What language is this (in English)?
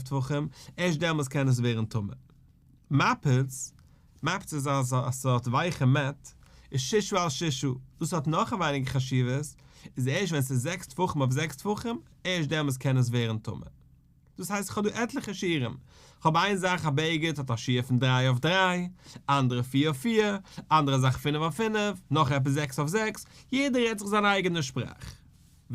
Yiddish